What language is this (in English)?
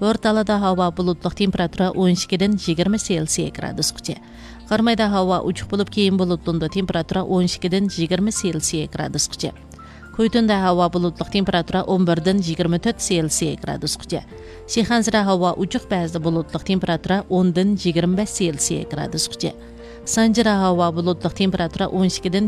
Uyghur